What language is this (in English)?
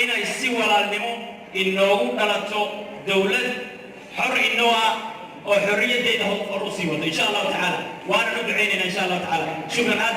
Somali